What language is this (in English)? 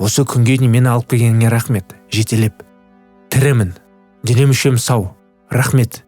Kazakh